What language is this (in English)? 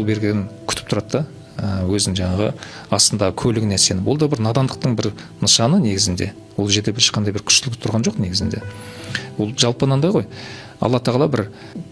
Kazakh